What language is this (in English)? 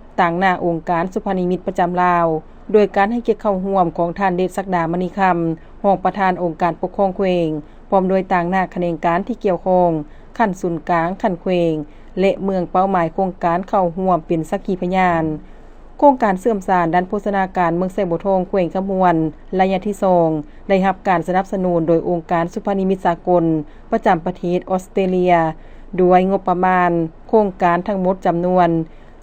Lao